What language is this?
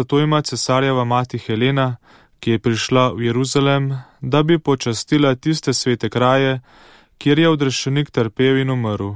Slovenian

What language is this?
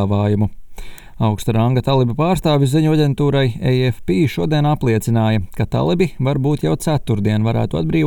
Latvian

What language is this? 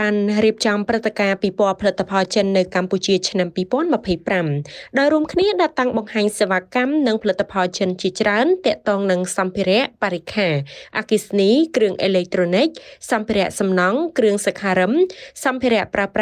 Khmer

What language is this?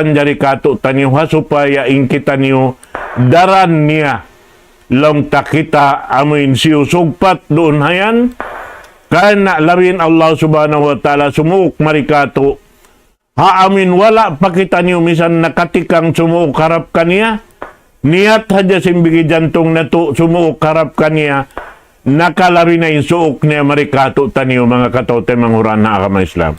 Tausug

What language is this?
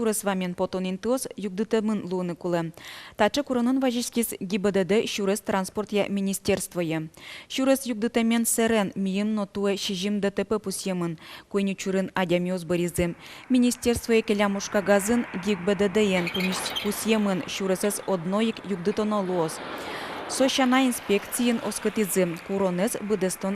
Udmurt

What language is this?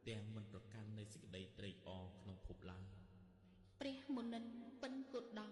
Khmer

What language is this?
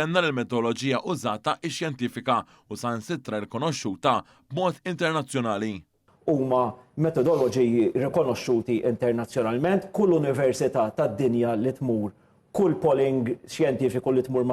Maltese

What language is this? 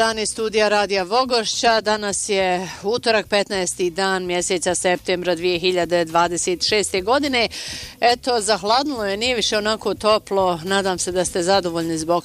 Bosnian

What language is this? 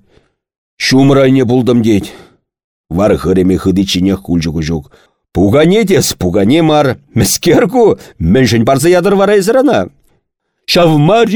Chuvash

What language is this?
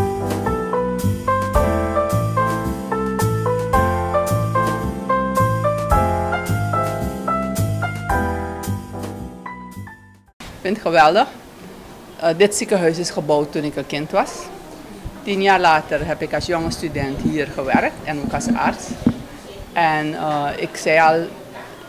Dutch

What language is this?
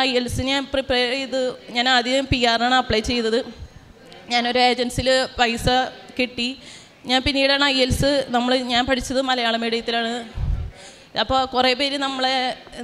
Malayalam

